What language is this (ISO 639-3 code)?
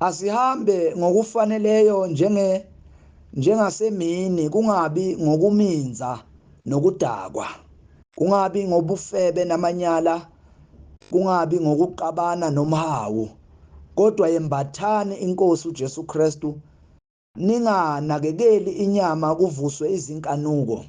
zul